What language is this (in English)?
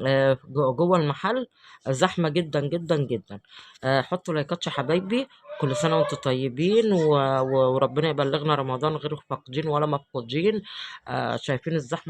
Egyptian Arabic